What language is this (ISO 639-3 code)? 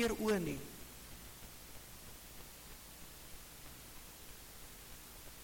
afr